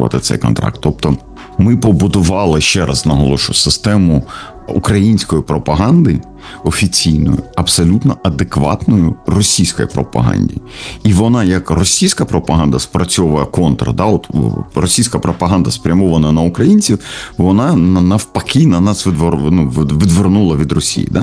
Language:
Ukrainian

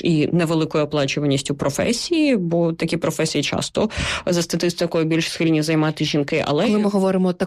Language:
Ukrainian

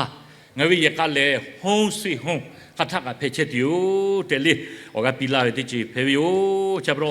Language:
Lahu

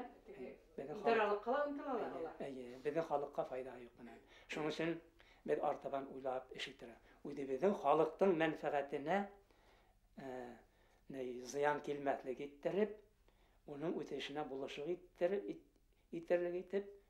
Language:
Bashkir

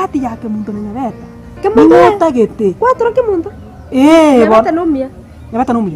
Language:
Gusii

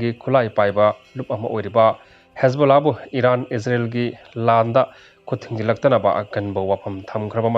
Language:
Manipuri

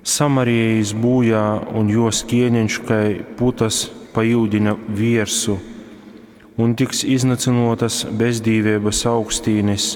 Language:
Latgalian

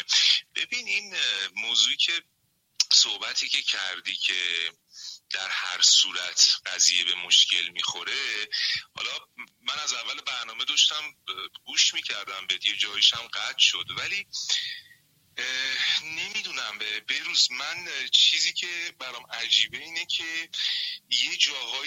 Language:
Persian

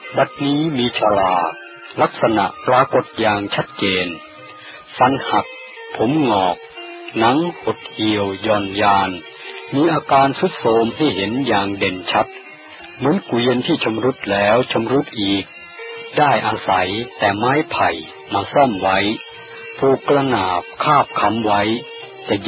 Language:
Thai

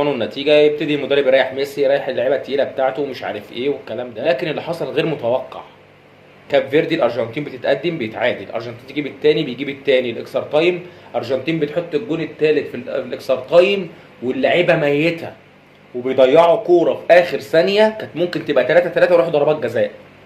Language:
Egyptian Arabic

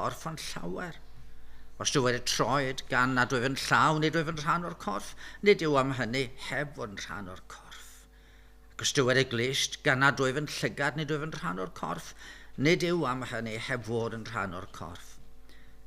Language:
Welsh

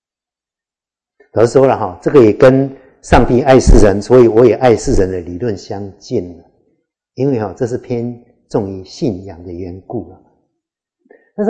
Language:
Chinese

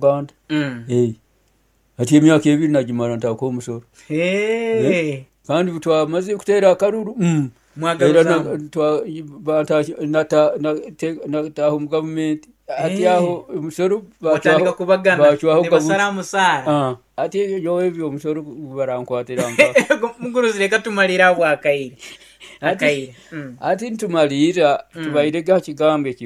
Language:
Nyoro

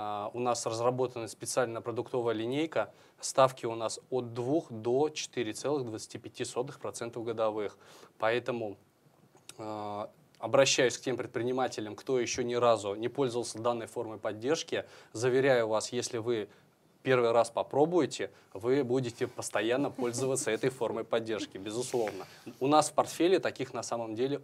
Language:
Russian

